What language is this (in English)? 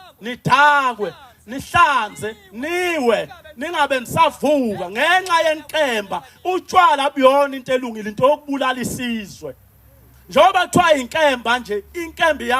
Zulu